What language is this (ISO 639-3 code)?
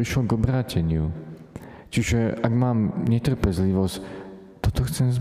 slk